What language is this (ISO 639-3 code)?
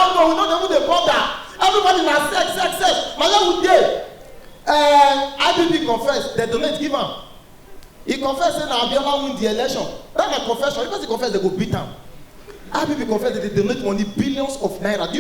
pcm